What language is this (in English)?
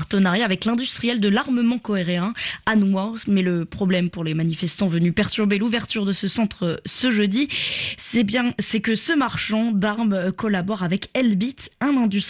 French